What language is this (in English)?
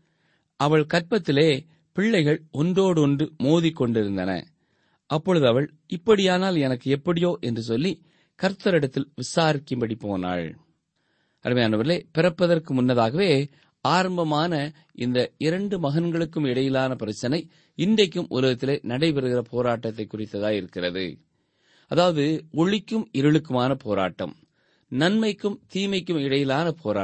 Tamil